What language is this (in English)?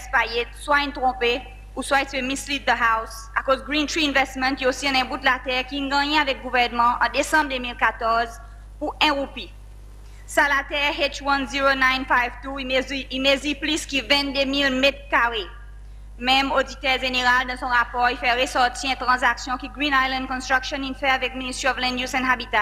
Seselwa Creole French